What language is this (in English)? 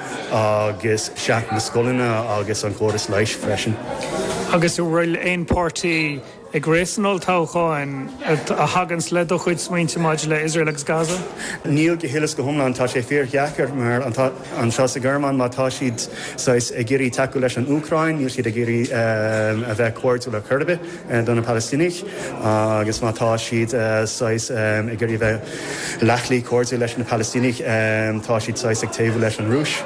Irish